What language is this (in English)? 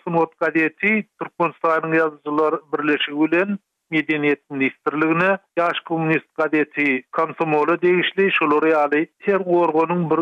Turkmen